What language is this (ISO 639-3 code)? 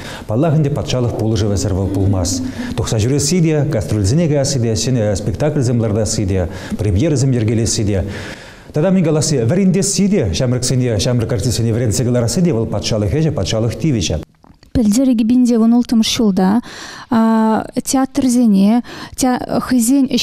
chv